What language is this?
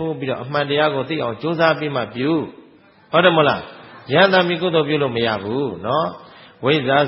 Burmese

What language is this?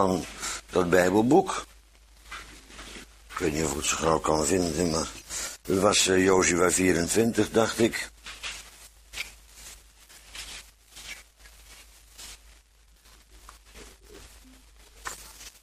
Dutch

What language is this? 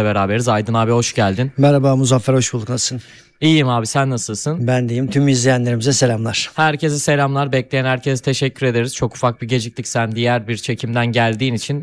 Turkish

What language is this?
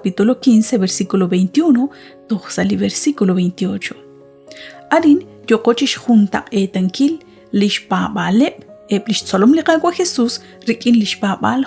Kekchí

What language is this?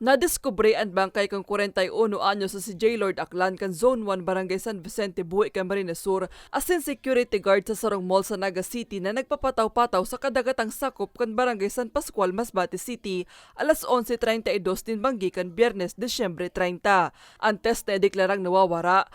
Bikol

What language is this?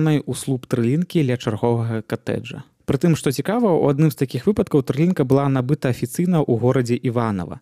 Belarusian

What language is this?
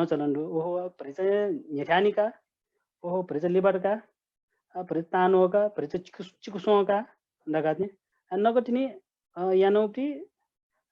Newari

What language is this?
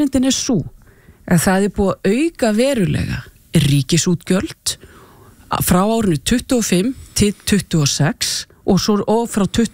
Icelandic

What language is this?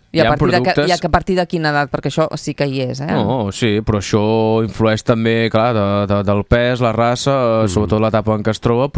Catalan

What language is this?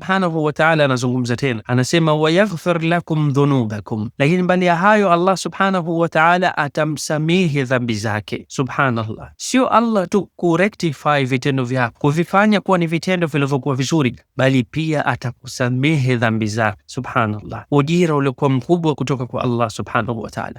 Swahili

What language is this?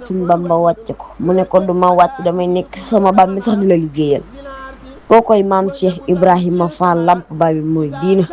Wolof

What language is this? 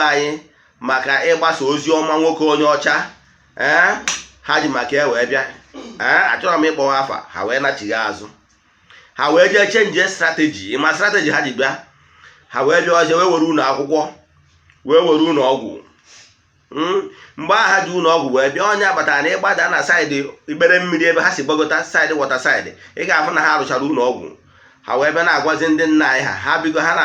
Igbo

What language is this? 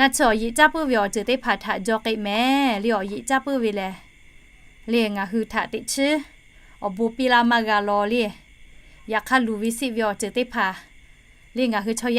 Lahu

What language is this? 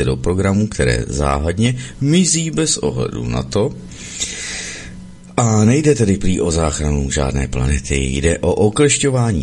Czech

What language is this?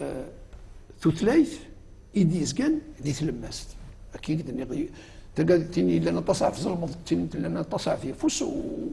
Kabyle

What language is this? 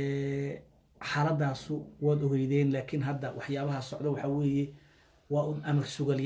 Somali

